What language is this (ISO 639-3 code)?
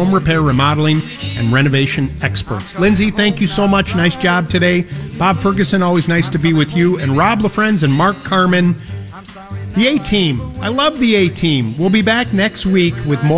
eng